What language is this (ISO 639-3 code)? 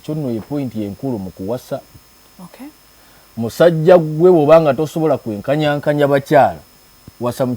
lug